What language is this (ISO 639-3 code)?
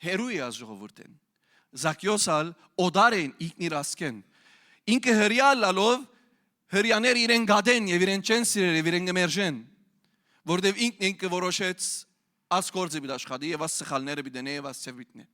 hyw